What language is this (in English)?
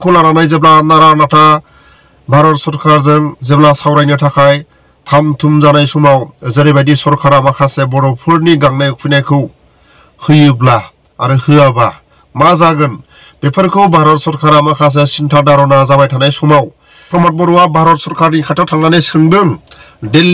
Bodo